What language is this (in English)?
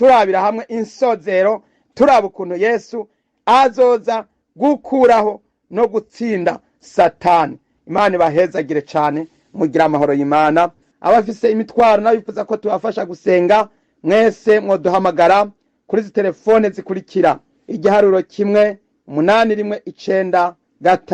Rundi